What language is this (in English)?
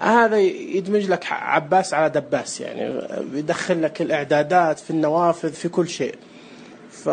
Najdi Arabic